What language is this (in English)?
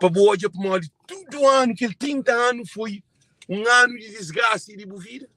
Kabuverdianu